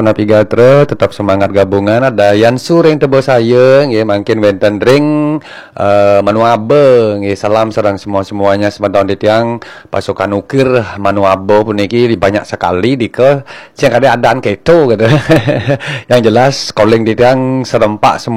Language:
Balinese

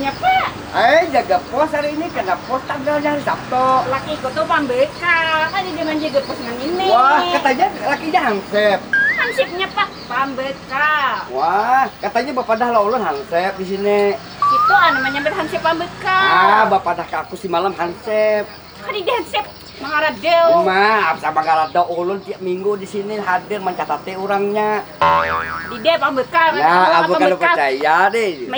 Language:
Banjar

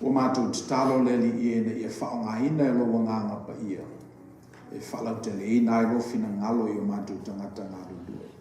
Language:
Samoan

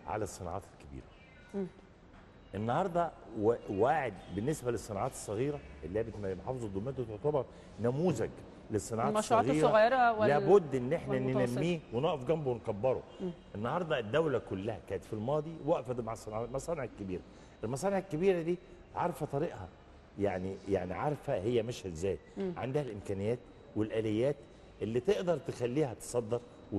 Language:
Egyptian Arabic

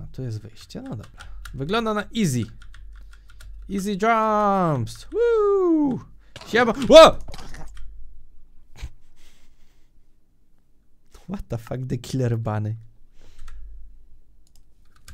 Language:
Polish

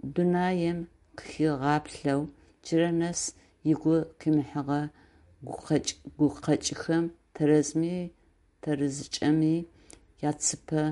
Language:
Adyghe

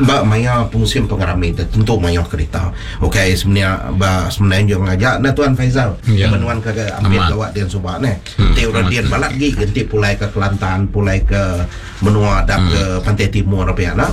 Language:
Iban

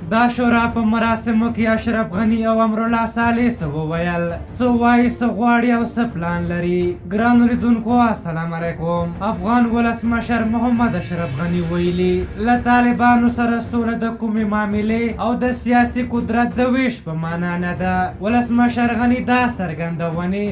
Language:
Pashto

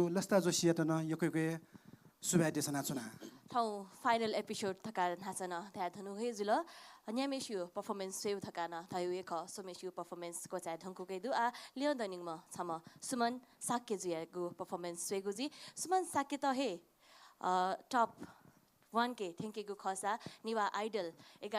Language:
Newari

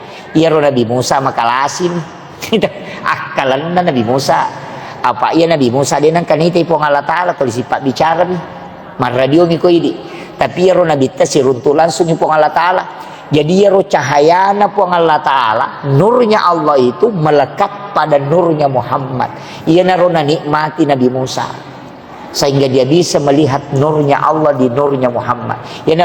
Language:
Buginese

